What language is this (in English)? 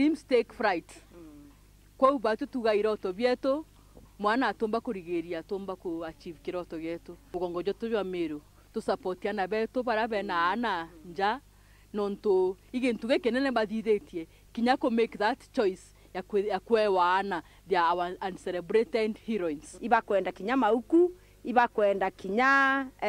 Meru